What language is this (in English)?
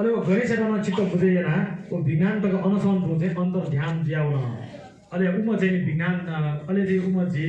Newari